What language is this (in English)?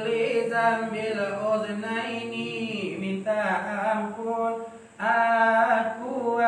Minangkabau